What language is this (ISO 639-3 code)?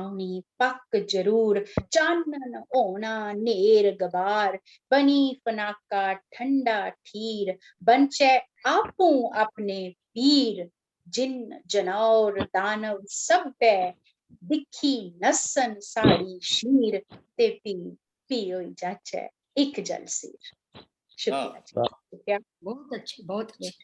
doi